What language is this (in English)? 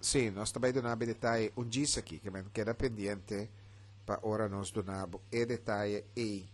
Papiamento